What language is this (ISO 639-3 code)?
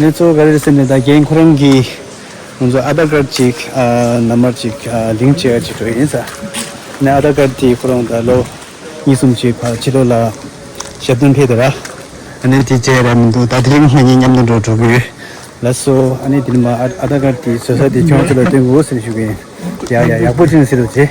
bod